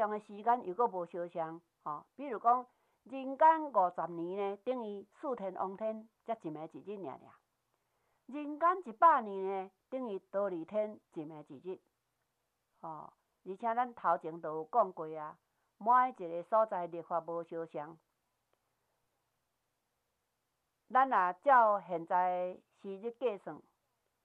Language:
Min Nan Chinese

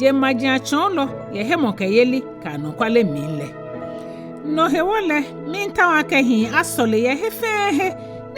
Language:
Ga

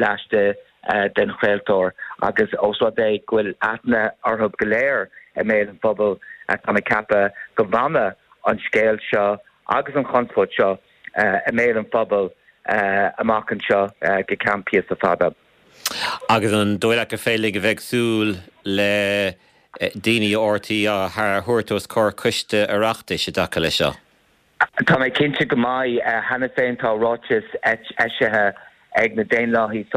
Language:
Irish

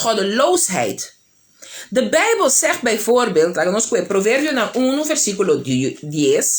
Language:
Papiamento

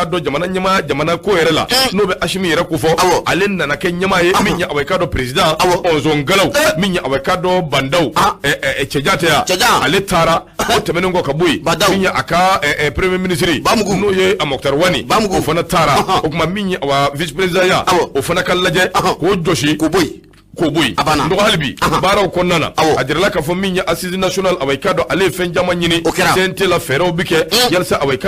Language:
Bambara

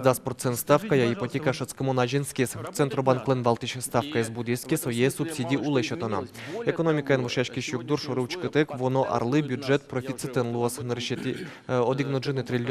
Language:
Udmurt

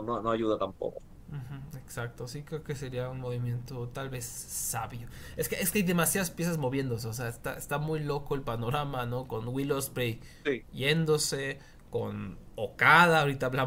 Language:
Spanish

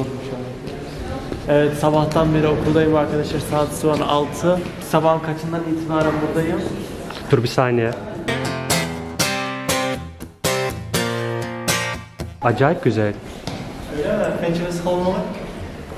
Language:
Turkish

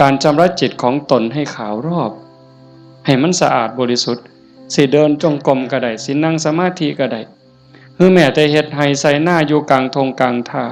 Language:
Northeastern Thai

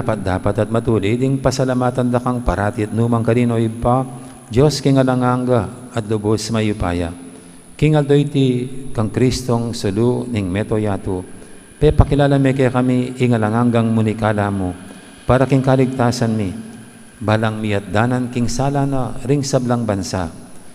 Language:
Pampanga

